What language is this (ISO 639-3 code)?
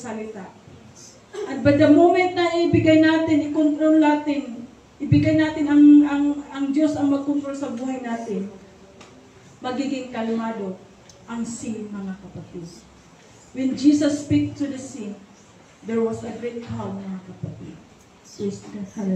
fil